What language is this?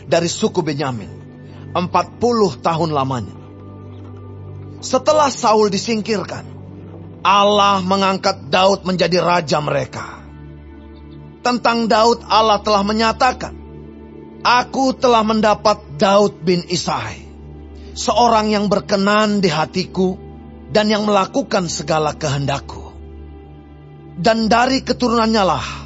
Indonesian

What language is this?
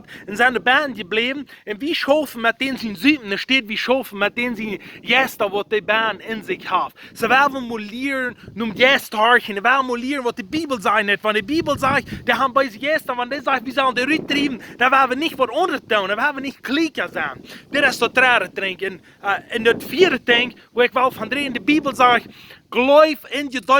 Plautdietsch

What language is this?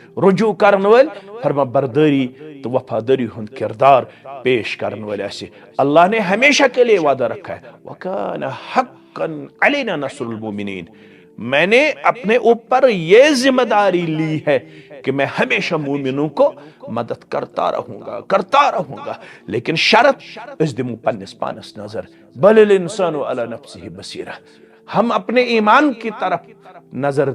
Kashmiri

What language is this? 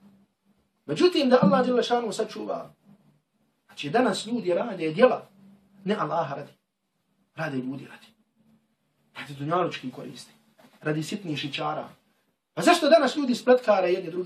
Bosnian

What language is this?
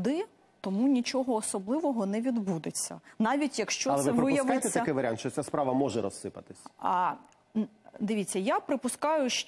Ukrainian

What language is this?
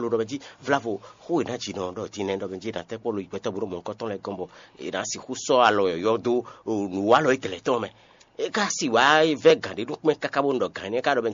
Fon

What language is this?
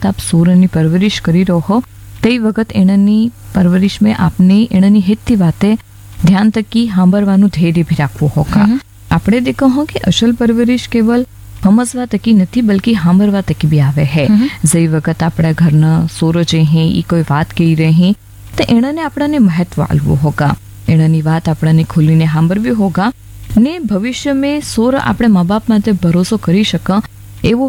Gujarati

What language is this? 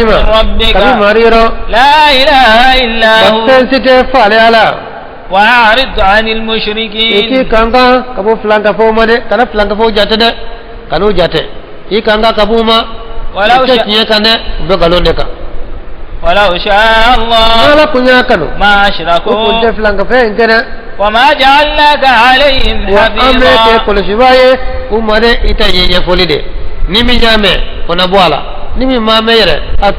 Bambara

